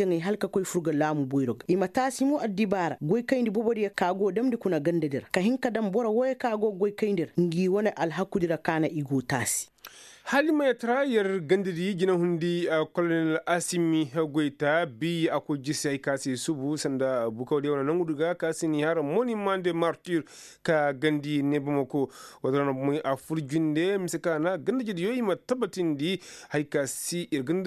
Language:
Koyraboro Senni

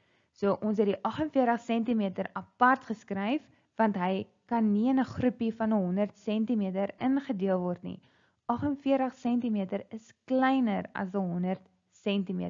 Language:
Afrikaans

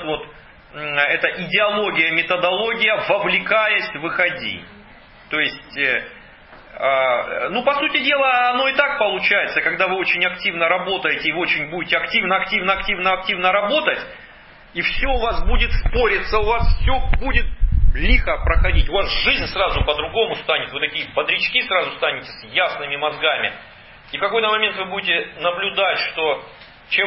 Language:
Russian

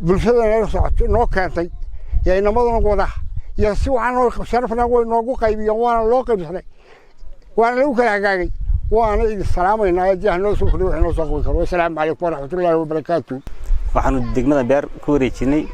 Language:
Somali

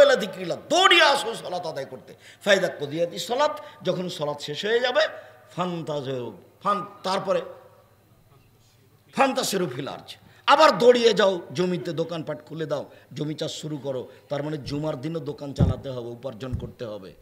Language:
Bangla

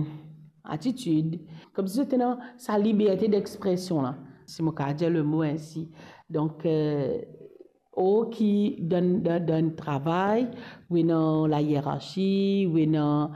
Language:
Morisyen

